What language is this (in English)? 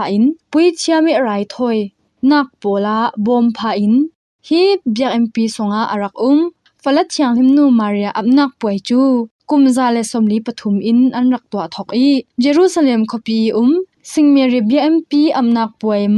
Falam Chin